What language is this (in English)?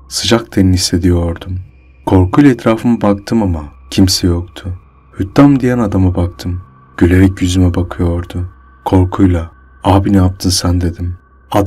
Turkish